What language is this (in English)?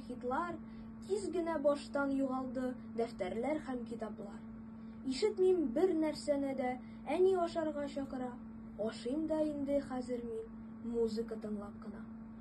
Tatar